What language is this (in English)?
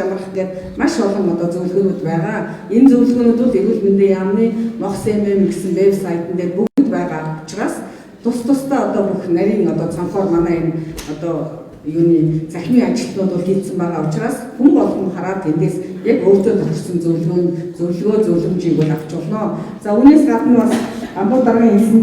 Mongolian